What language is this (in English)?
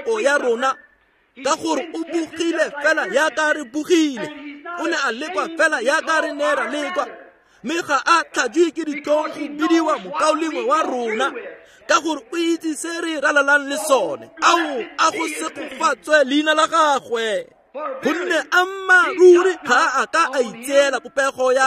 Tswana